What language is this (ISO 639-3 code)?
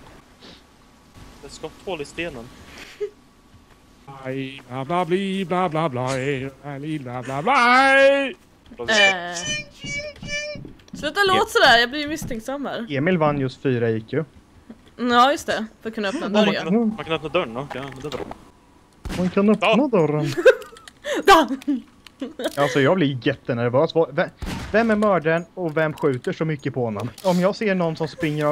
swe